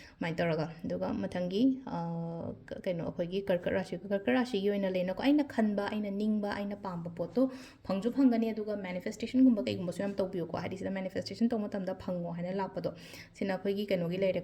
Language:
Manipuri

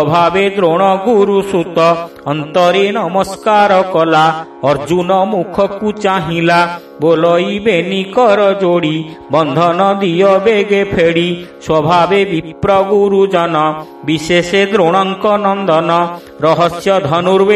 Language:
Odia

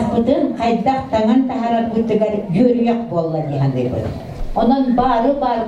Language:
Yakut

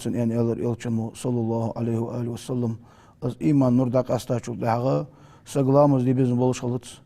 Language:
Ingush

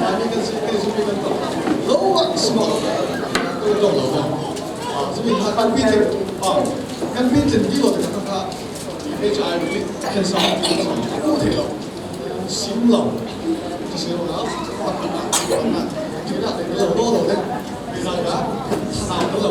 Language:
Falam Chin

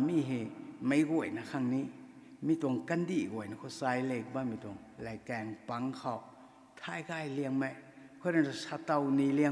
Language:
Rongmei Naga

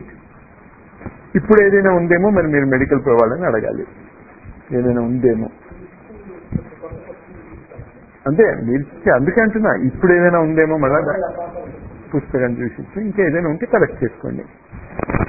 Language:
Telugu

